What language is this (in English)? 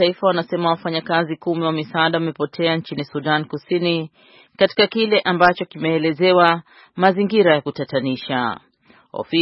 Swahili